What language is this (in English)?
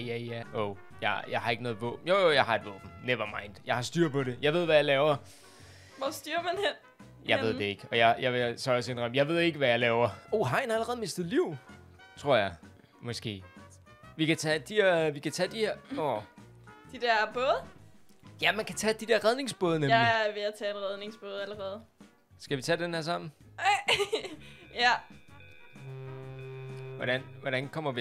Danish